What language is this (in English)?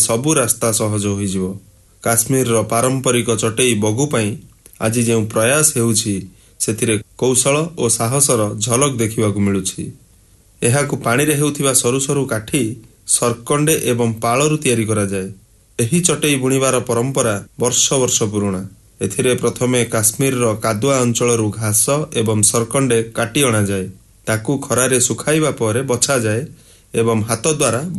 Odia